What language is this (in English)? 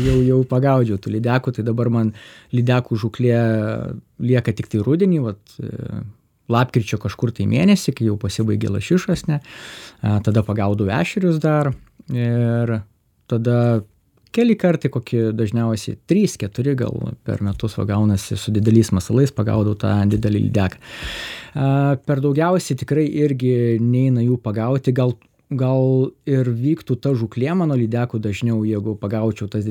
Lithuanian